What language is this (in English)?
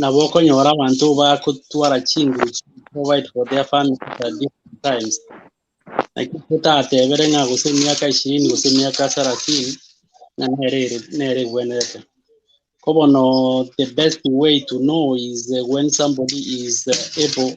Gusii